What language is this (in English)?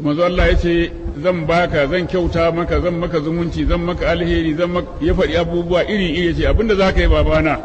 Hausa